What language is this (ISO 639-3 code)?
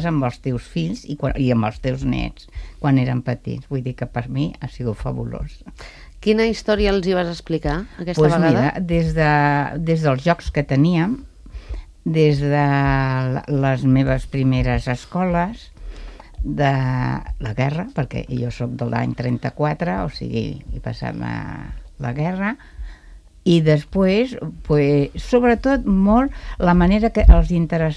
cat